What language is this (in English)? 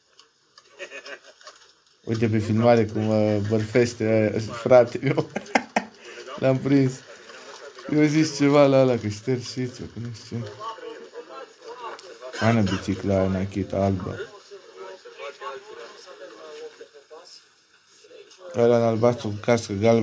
Romanian